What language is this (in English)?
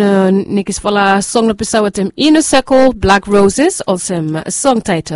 Bislama